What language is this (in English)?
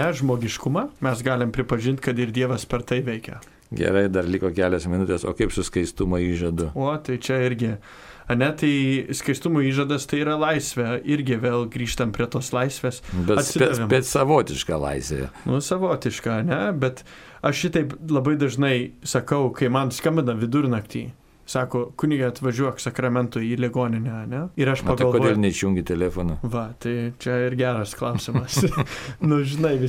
Lithuanian